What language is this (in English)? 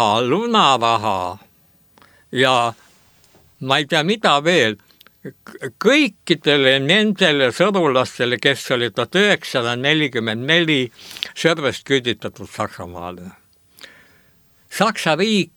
Estonian